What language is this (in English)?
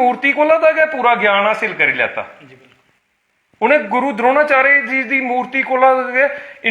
Dogri